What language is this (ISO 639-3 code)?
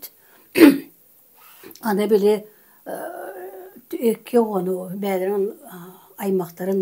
sah